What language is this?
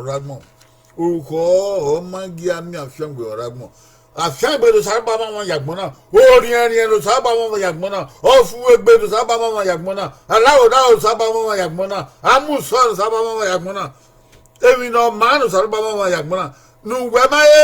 Bini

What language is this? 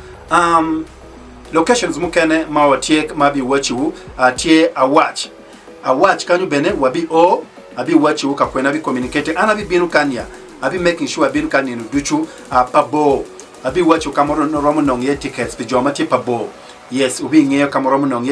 Acoli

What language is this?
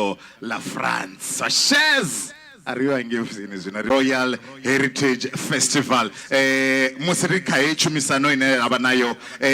Venda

